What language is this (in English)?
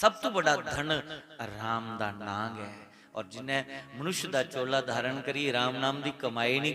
Dogri